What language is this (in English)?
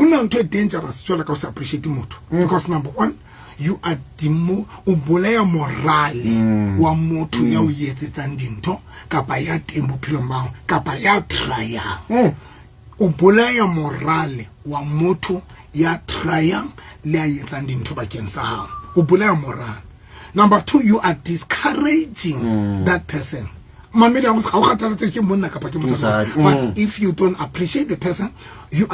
Southern Sotho